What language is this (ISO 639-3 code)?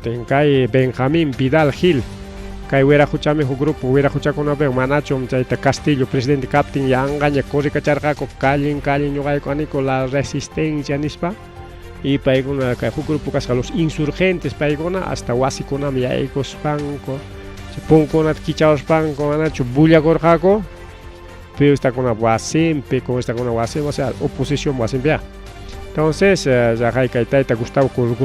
quy